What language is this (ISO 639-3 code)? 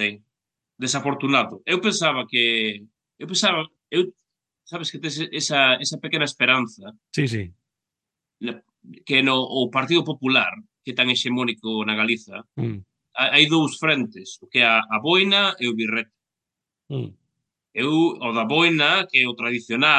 glg